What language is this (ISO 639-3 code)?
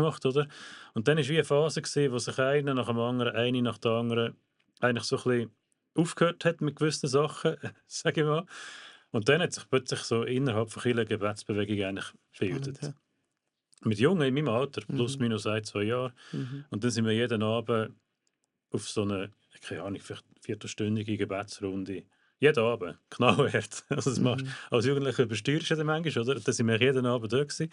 gsw